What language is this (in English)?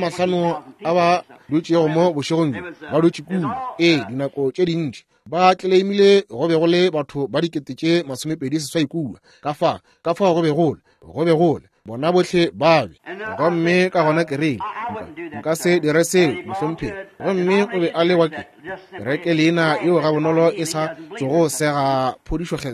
Northern Sotho